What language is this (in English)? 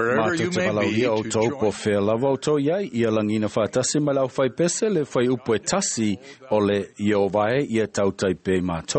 Samoan